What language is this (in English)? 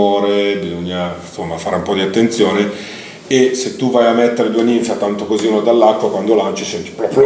Italian